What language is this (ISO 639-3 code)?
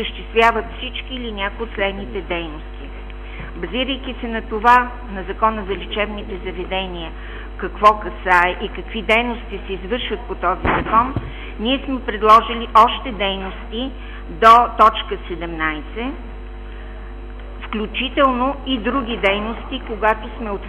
bul